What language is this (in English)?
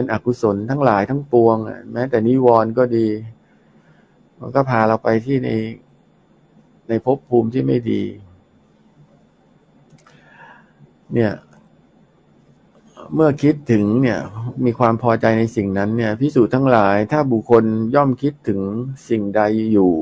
Thai